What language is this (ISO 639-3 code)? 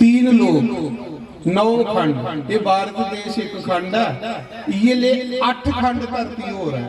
doi